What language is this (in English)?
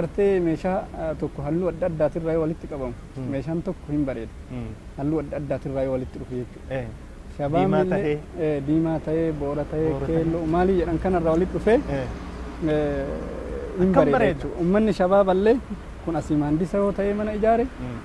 Oromo